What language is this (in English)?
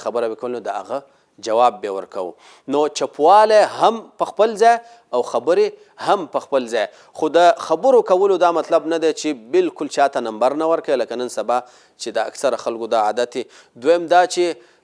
Pashto